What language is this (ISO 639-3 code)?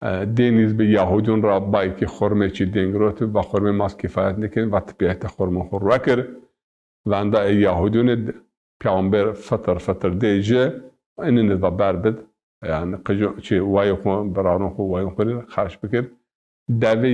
zza